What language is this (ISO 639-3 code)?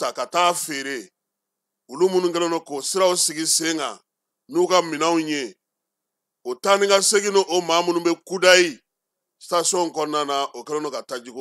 bam